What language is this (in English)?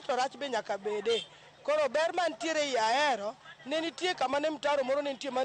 Luo (Kenya and Tanzania)